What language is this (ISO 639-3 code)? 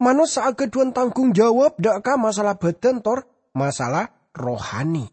mad